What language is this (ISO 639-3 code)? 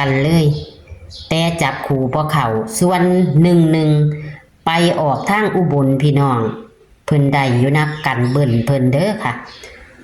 tts